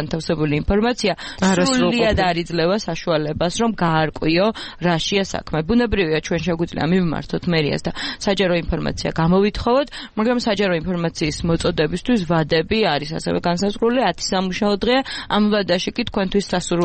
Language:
Georgian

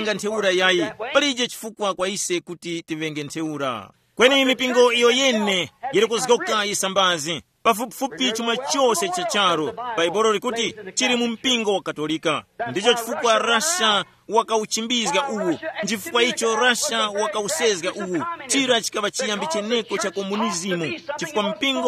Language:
Tumbuka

